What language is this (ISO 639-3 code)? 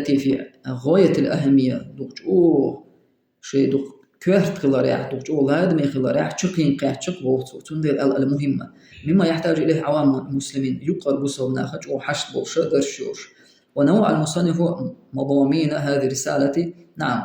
che